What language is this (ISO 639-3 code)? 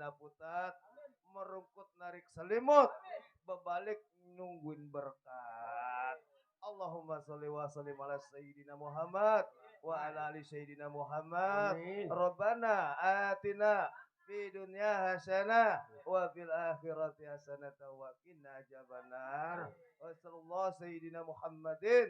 bew